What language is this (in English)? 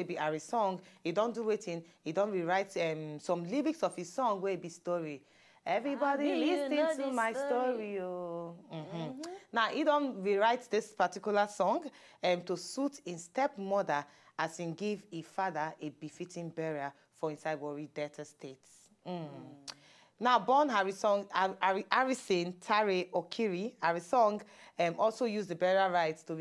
Nigerian Pidgin